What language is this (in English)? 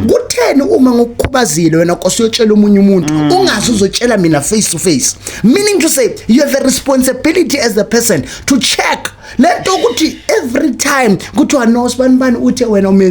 Zulu